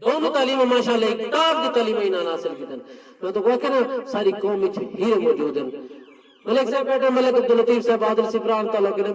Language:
Saraiki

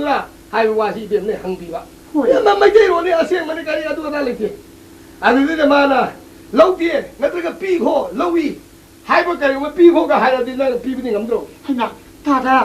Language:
Manipuri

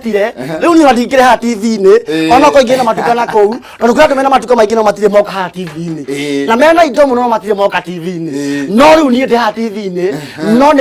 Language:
Kikuyu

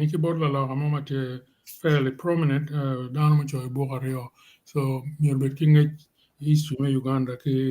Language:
Acoli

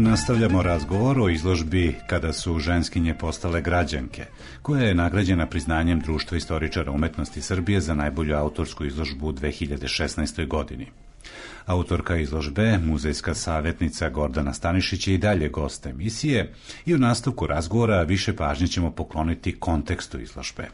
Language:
Serbian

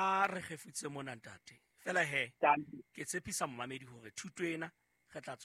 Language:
Southern Sotho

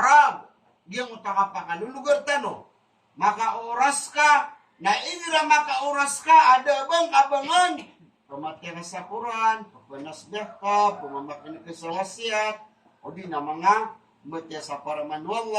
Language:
Maranao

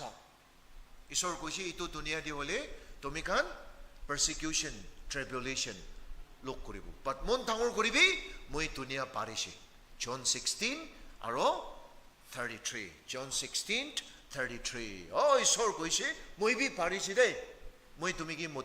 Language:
Naga Pidgin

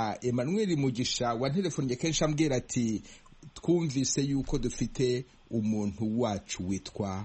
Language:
Kinyarwanda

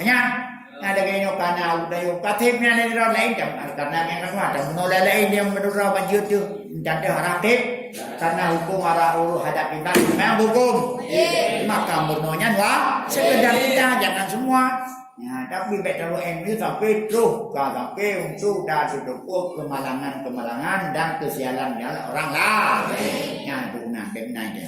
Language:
Achinese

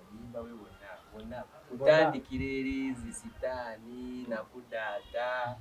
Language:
Ganda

